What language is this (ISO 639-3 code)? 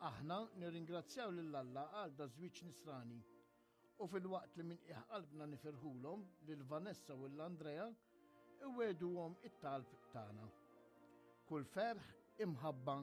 mlt